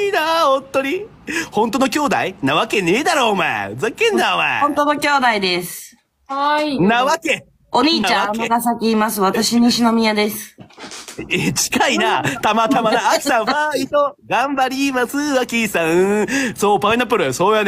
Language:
Japanese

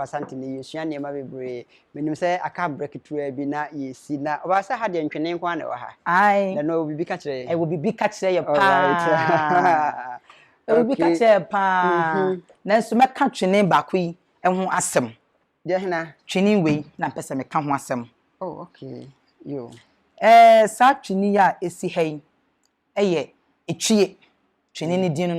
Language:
Akan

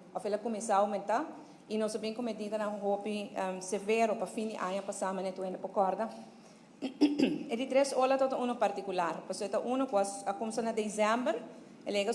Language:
Papiamento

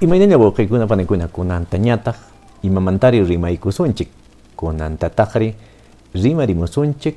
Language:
Quechua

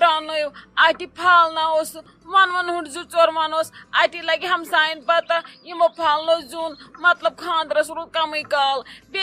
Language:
Kashmiri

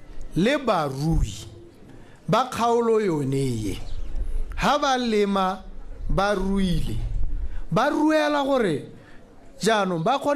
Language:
Tswana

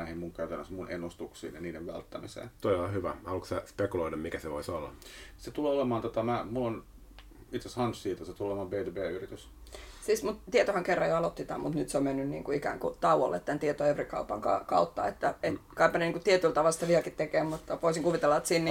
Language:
Finnish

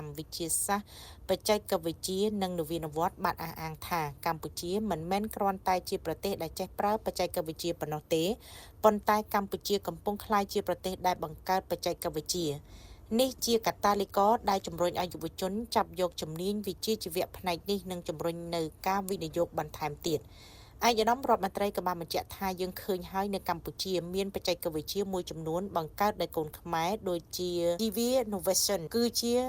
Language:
Khmer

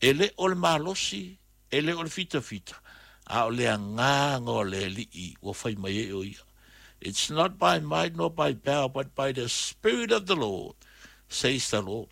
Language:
Samoan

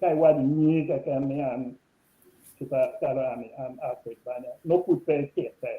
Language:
Acoli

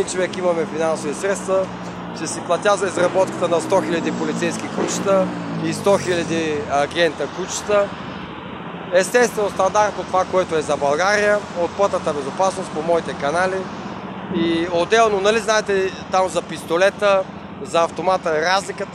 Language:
Bulgarian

